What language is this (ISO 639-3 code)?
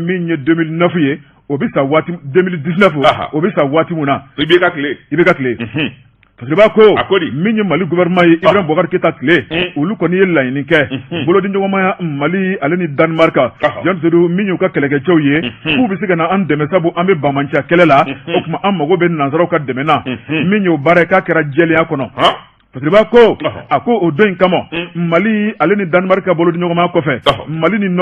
bam